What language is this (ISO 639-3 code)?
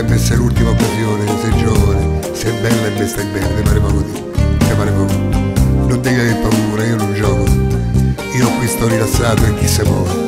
ita